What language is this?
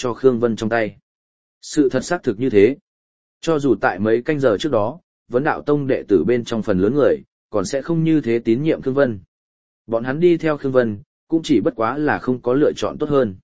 Vietnamese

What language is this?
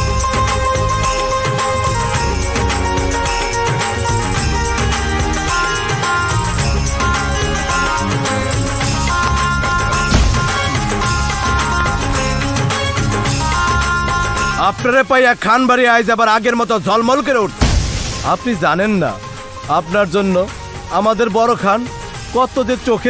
Bangla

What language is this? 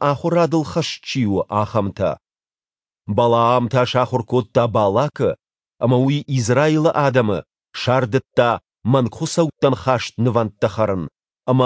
Ossetic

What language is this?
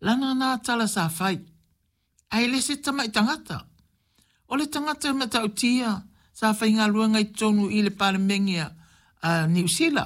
Samoan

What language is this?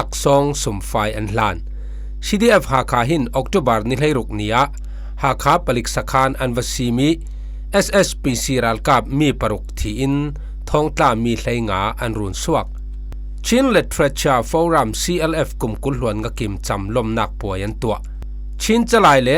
Falam Chin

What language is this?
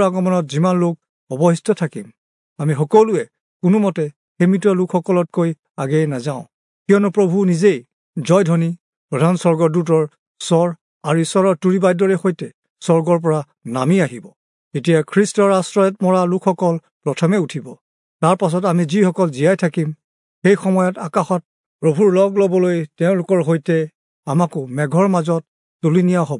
Assamese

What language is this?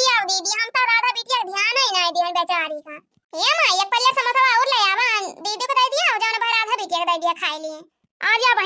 Awadhi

